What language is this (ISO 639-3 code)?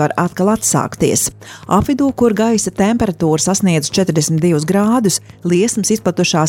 lav